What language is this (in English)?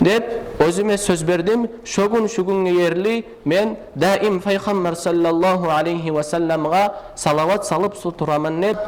Kumyk